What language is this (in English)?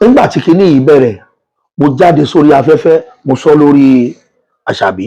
Yoruba